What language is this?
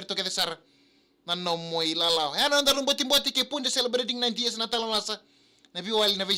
Fijian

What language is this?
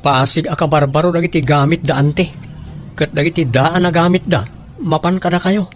Iloko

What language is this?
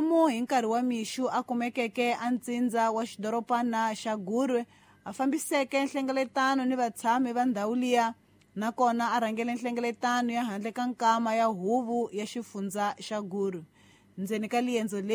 Tsonga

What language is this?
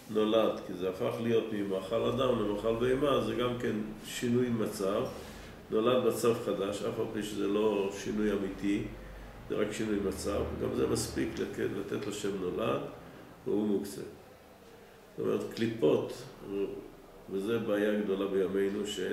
Hebrew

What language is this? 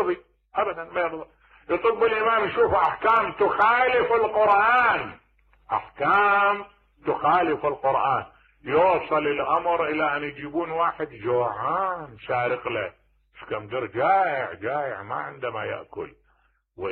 Mesopotamian Arabic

